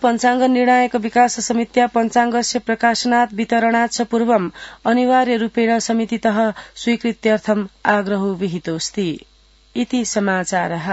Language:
Sanskrit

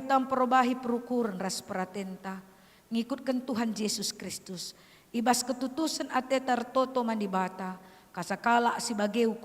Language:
Batak Karo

